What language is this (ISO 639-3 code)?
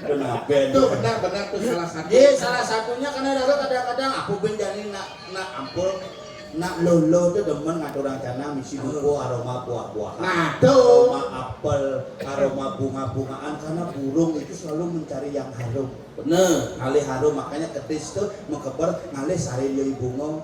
ban